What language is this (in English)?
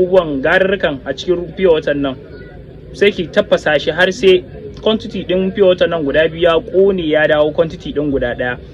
Hausa